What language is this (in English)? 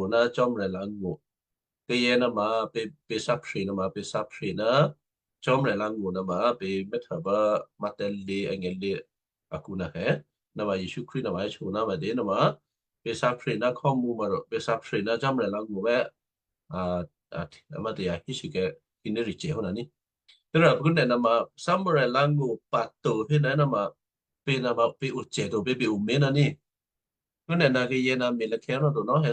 Western Kayah